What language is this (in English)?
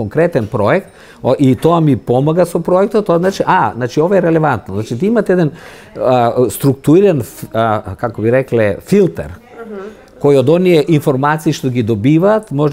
Macedonian